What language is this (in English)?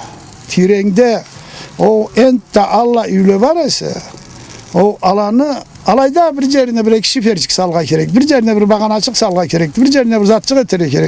Karachay-Balkar